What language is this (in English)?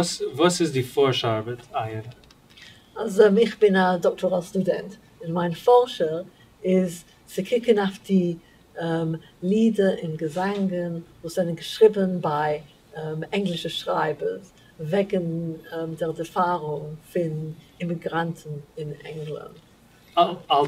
Yiddish